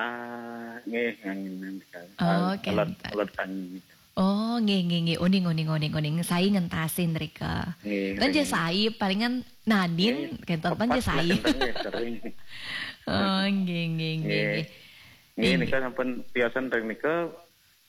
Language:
Balinese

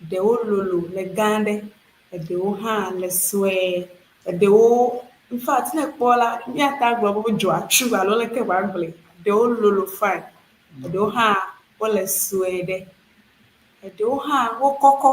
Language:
Ewe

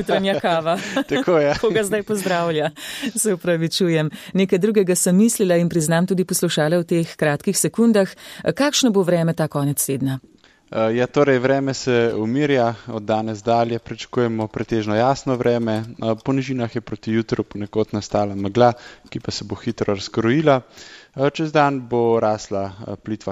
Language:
Slovenian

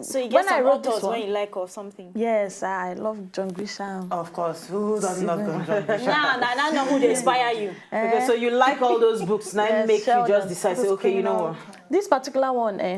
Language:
Nigerian Pidgin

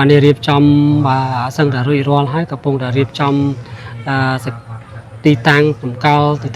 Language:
Khmer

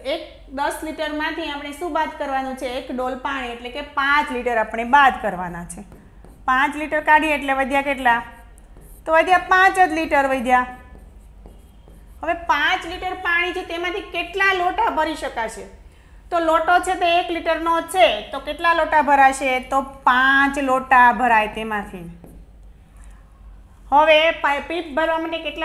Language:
Gujarati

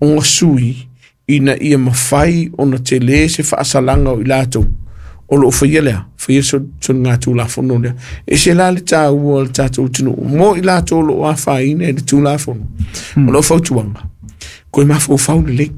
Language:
Samoan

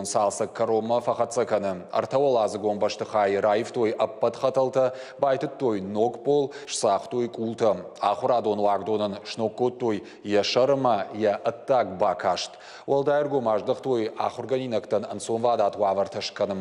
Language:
Ossetic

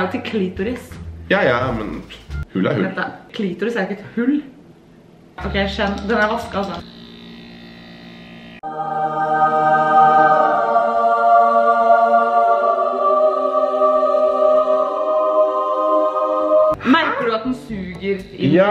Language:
Norwegian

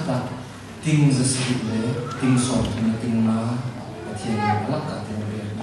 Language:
Hakha Chin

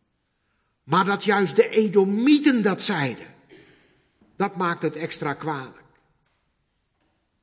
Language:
Dutch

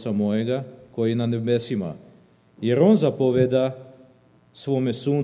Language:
Serbian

